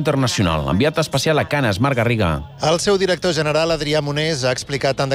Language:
Catalan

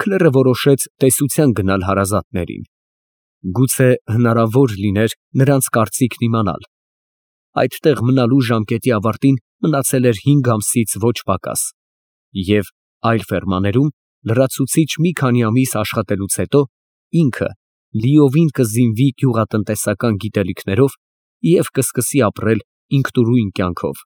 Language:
Armenian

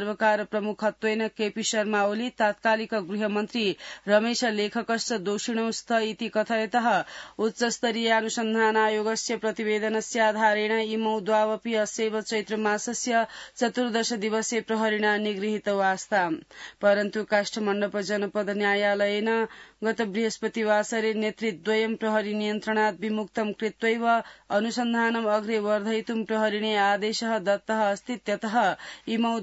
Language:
Sanskrit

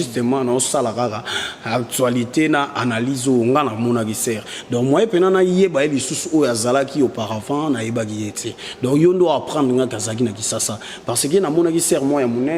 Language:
Lingala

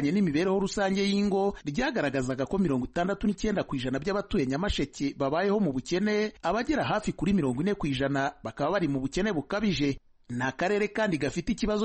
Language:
Kinyarwanda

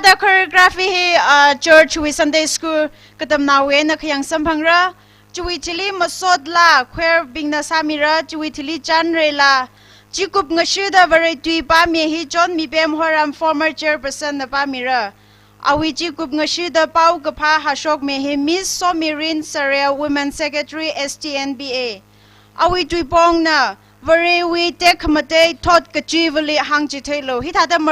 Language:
Tangkhul Naga (India)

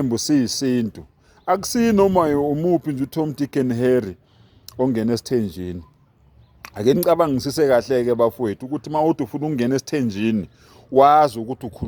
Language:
Zulu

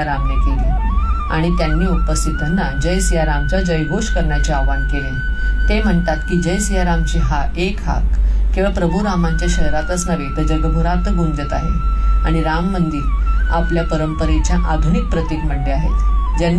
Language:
Marathi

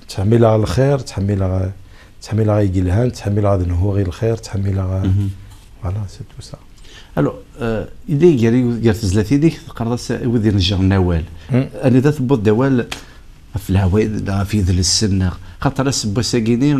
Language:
Kabyle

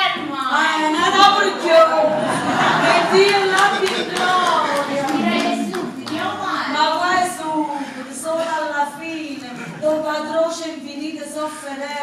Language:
Neapolitan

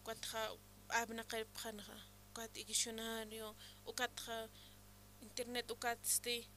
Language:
Aymara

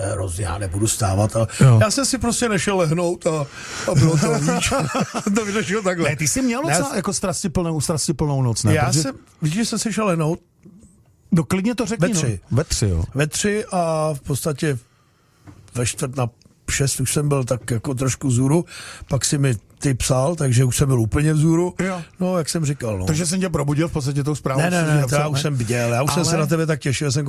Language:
Czech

